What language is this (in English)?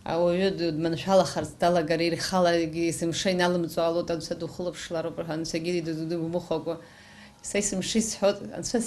Abkhazian